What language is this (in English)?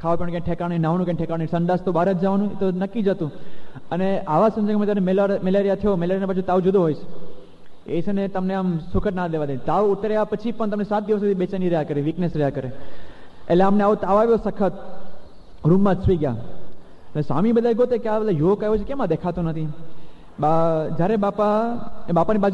Gujarati